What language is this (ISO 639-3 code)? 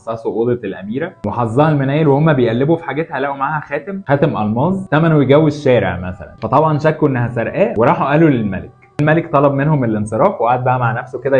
arz